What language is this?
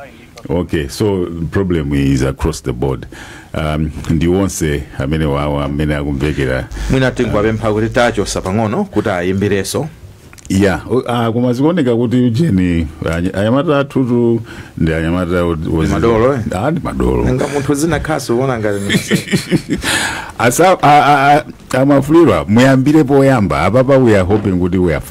Nyanja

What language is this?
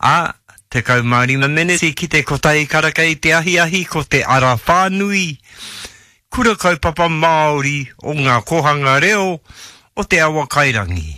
Māori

